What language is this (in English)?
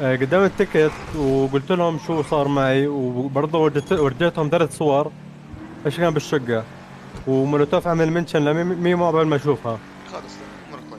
North Levantine Arabic